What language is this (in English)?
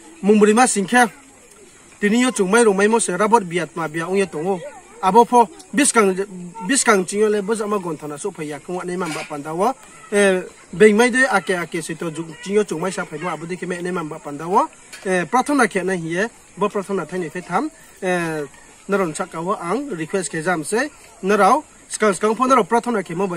Riang (India)